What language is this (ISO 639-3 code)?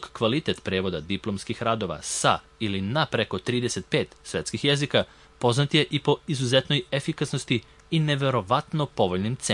srp